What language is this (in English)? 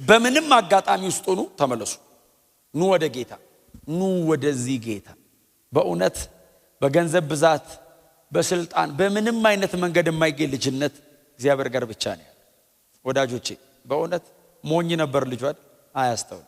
Amharic